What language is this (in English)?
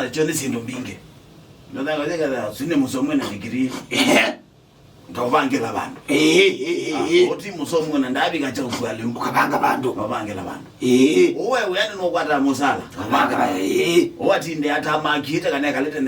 Kamba